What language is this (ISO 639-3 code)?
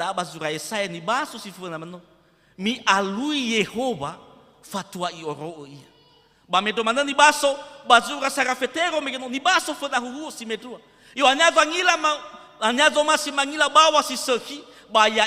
nia